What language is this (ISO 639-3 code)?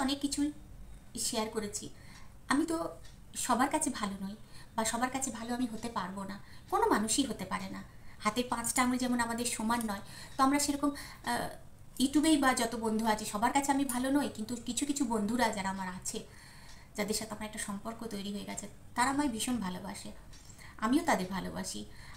ben